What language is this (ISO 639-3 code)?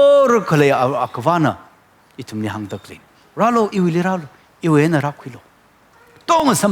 nmf